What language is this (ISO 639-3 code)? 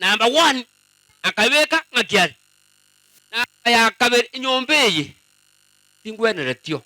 guz